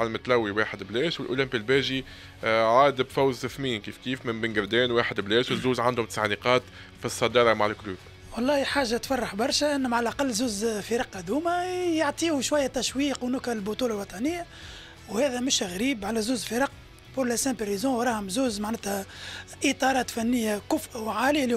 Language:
Tunisian Arabic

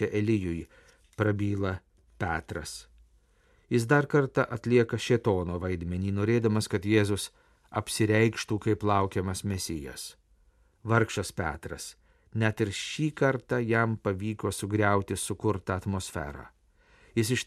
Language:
Lithuanian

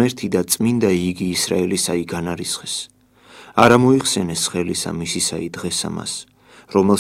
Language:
Georgian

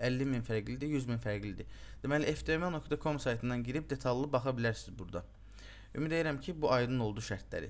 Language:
Azerbaijani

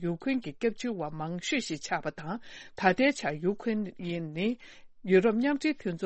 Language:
Tibetan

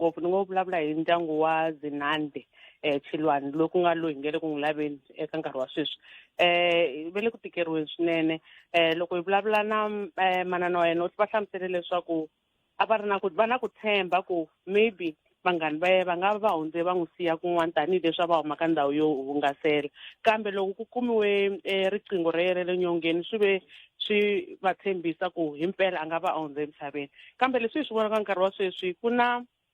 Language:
Tsonga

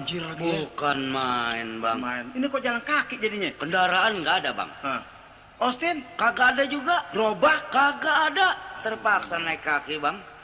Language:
Betawi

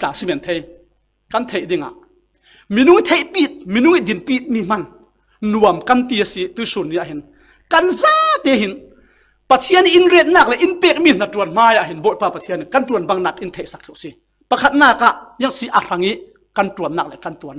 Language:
Falam Chin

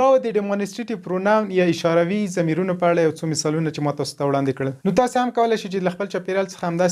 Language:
Pashto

